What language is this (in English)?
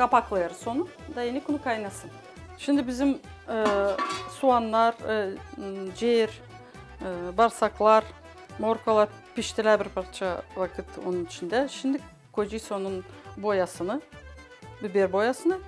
Gagauz